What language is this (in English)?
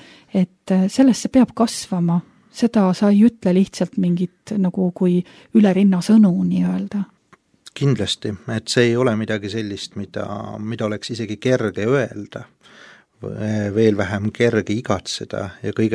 Estonian